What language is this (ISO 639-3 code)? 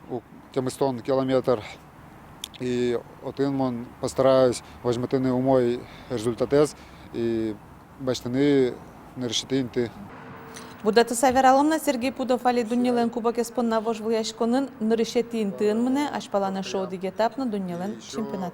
udm